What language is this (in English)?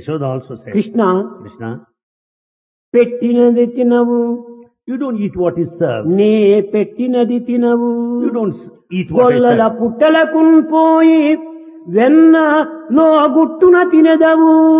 Telugu